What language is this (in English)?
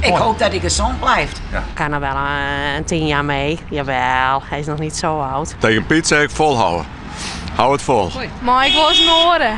Western Frisian